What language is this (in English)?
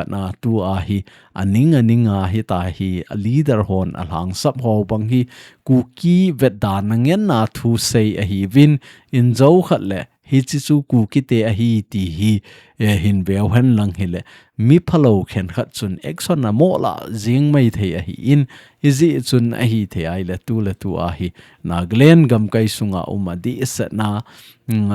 Thado Chin